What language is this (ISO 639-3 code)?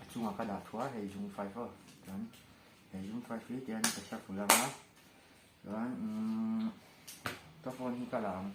lus